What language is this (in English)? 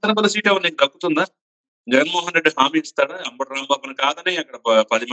Telugu